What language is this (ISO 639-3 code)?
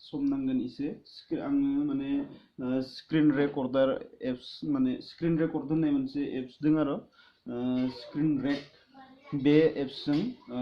brx